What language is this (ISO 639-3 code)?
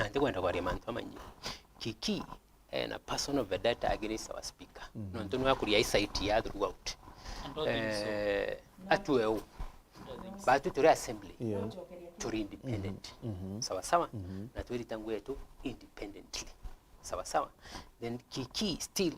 mer